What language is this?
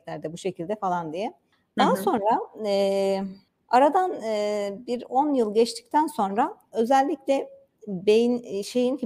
Turkish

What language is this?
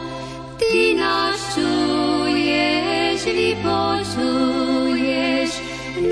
Slovak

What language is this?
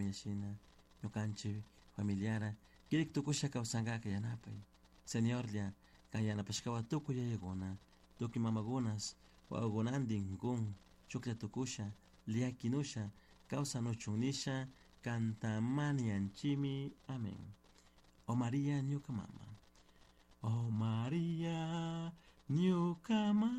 Chimborazo Highland Quichua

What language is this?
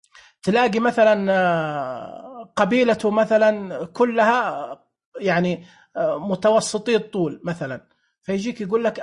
Najdi Arabic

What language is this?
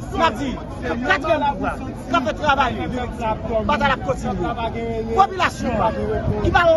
Haitian Creole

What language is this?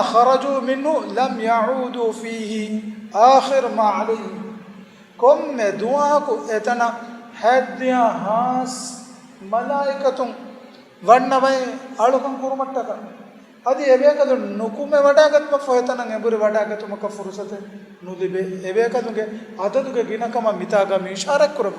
Divehi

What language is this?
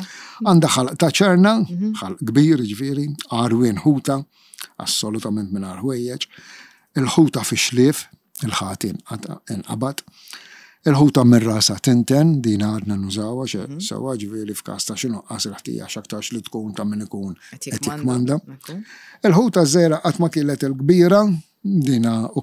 Maltese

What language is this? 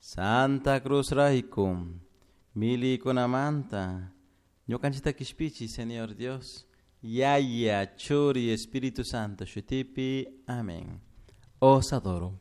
Chimborazo Highland Quichua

